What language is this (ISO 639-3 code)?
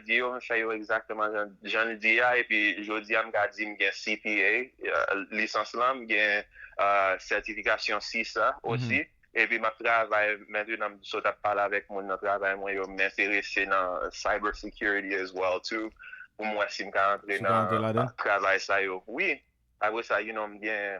hat